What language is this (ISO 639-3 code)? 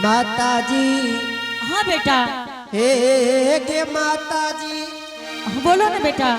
anp